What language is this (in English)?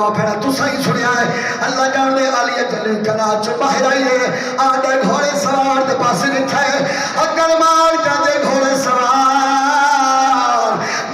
Saraiki